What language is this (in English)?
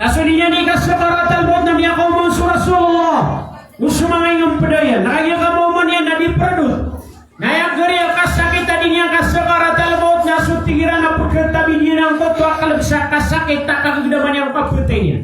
Maranao